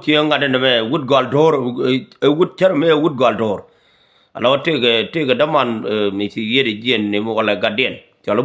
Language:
Nuer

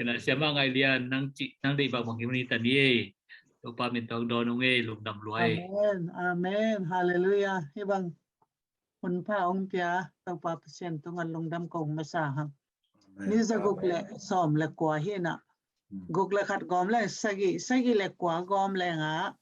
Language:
Tedim Chin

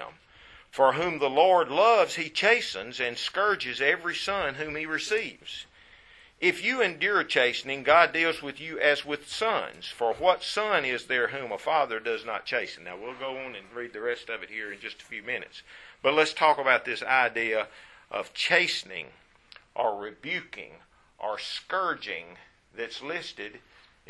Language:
English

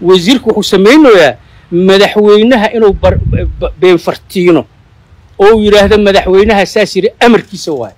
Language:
Somali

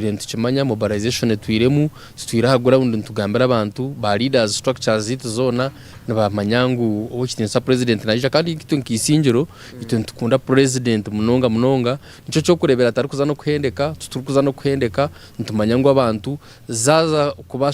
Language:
Nyankole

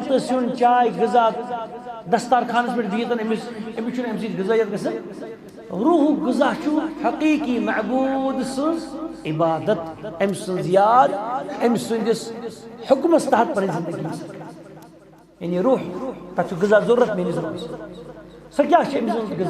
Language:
Kashmiri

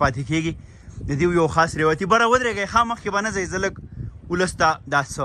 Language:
Pashto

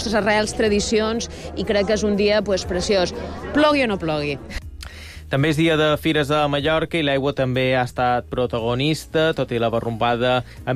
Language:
Catalan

